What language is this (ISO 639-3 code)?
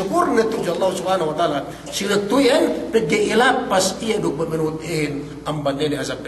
yka